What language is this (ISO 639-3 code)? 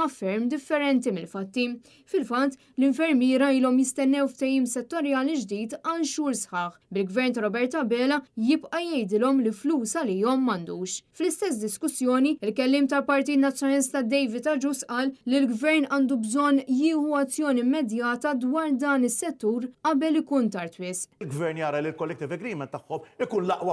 mlt